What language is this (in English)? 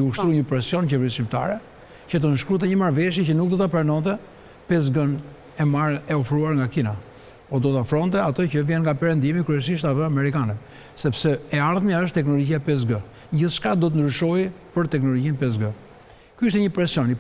Albanian